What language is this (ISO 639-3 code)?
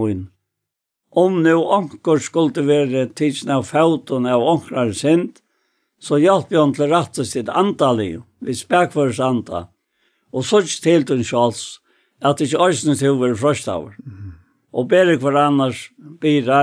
fao